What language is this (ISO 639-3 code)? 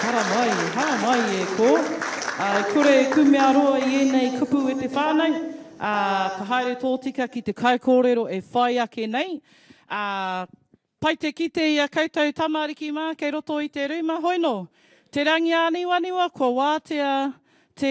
mri